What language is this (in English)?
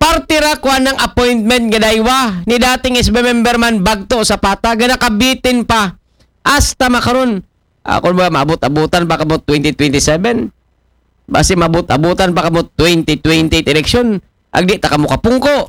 Aklanon